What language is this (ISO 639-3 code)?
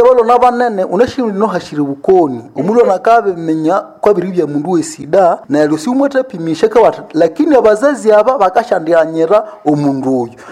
nnb